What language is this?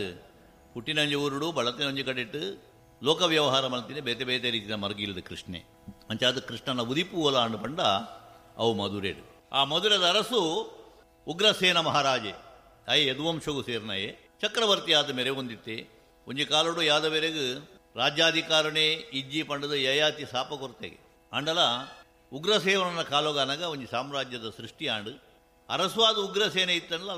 Tulu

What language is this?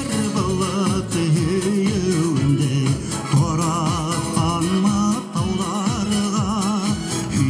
Bashkir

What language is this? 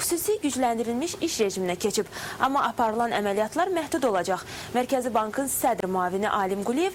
Azerbaijani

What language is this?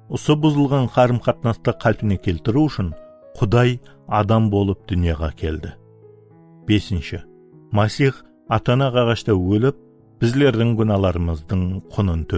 Kara-Kalpak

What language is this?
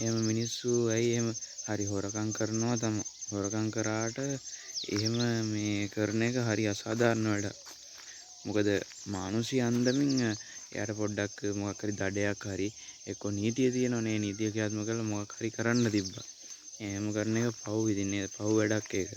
Sinhala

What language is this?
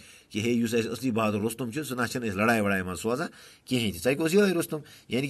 Kashmiri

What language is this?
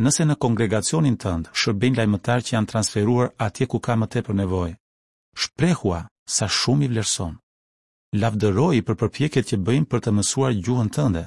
Albanian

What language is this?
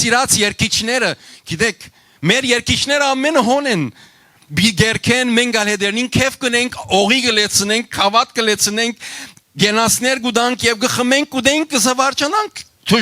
Western Armenian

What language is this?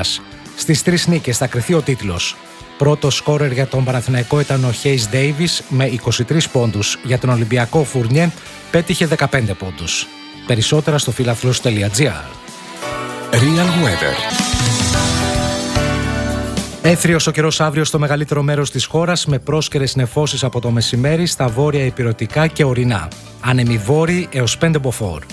Greek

